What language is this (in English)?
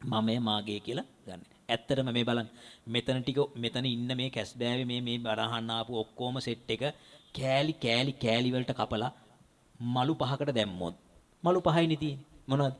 Sinhala